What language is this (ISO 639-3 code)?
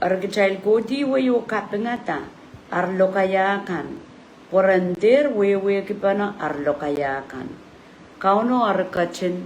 pon